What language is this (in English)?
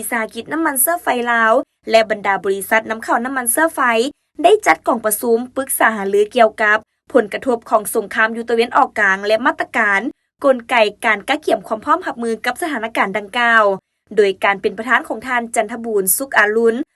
Lao